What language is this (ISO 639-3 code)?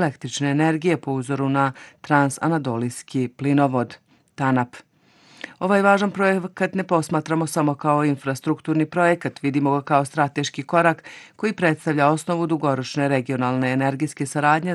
bos